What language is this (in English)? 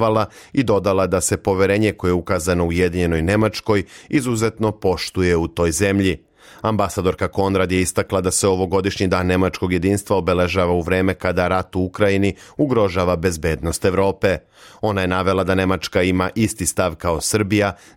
Serbian